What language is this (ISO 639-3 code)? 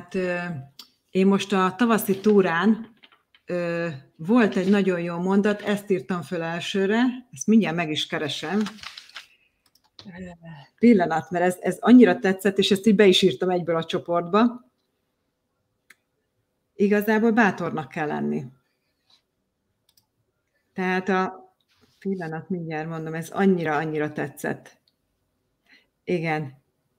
hun